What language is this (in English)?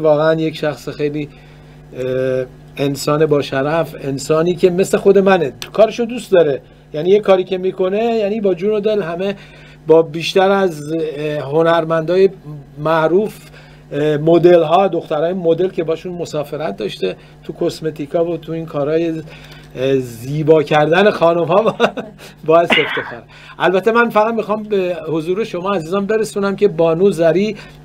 Persian